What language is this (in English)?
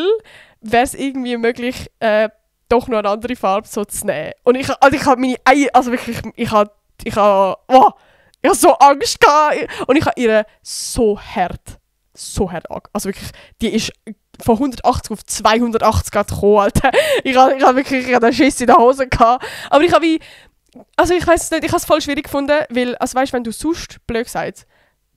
Swiss German